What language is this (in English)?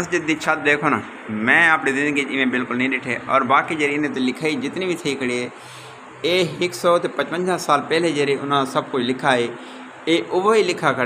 Saraiki